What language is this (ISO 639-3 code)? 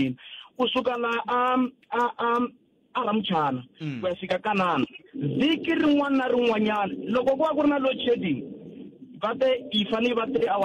tso